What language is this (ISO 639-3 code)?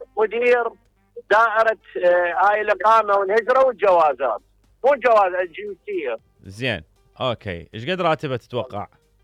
acm